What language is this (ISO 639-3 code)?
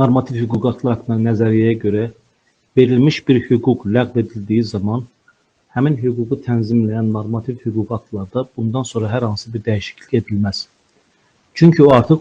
aze